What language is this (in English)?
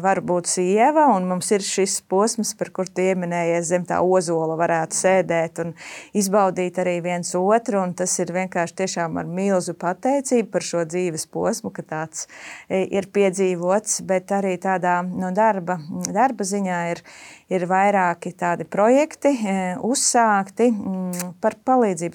Latvian